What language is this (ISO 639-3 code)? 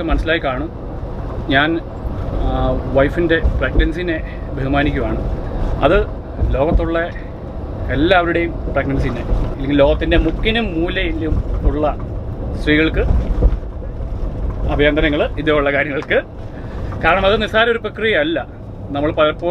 mal